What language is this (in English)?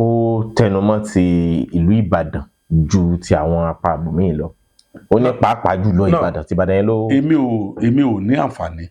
Yoruba